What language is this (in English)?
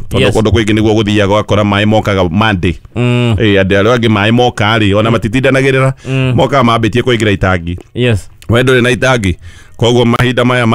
Kikuyu